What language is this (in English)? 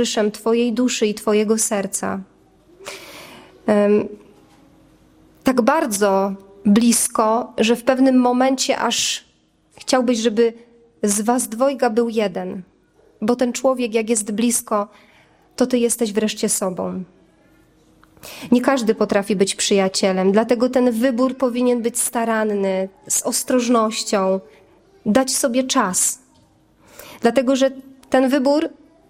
Polish